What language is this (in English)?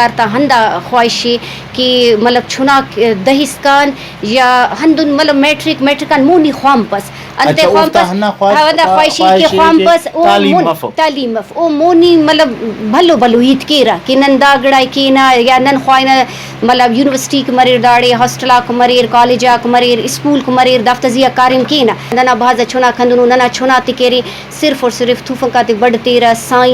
Brahui